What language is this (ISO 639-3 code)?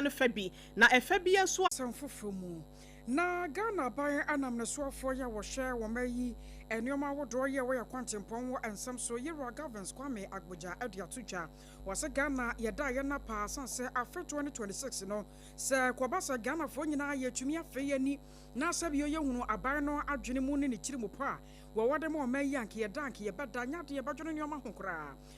aka